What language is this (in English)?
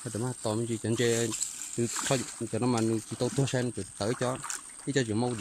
Hmong